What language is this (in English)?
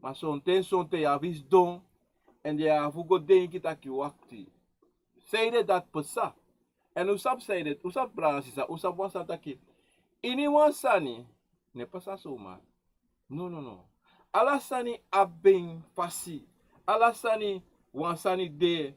Sranan Tongo